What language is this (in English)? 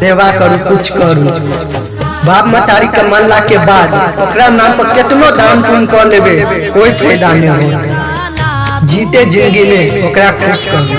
Maithili